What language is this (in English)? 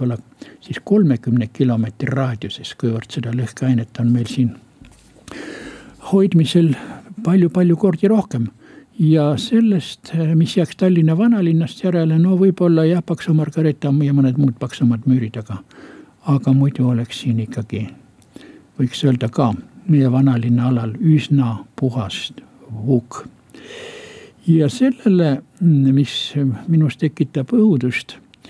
Estonian